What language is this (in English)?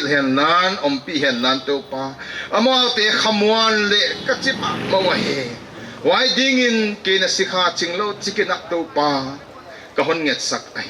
Paite Chin